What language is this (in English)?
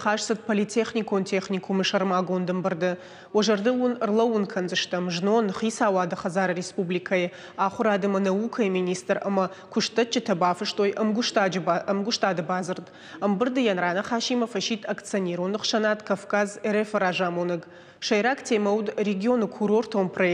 Ossetic